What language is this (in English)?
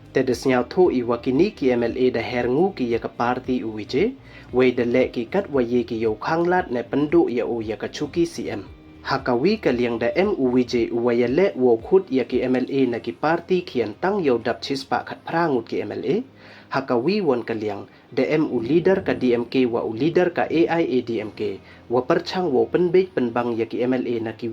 Pnar